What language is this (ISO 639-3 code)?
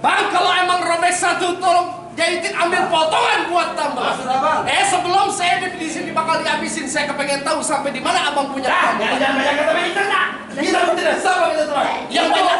bew